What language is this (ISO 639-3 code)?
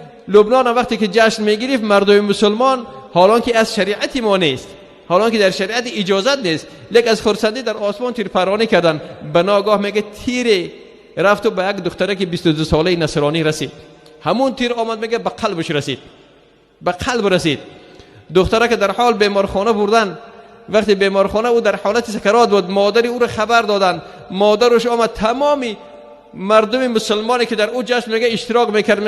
tgk